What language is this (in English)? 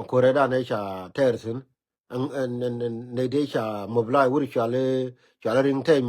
Nuer